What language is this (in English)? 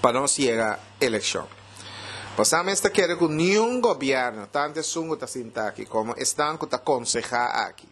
Papiamento